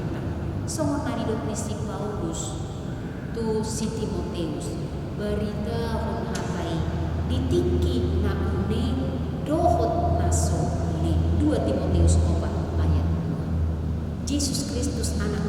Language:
Batak Toba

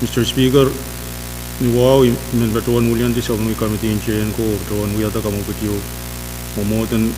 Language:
Pohnpeian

